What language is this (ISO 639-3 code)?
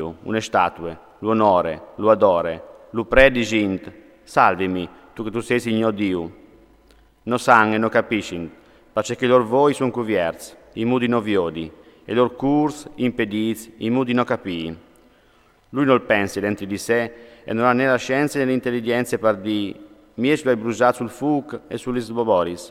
fur